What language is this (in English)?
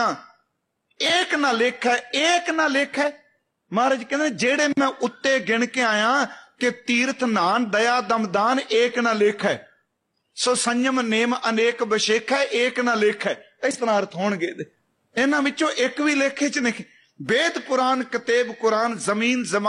Punjabi